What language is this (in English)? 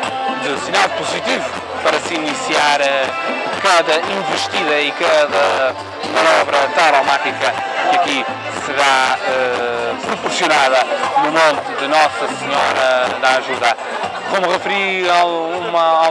Portuguese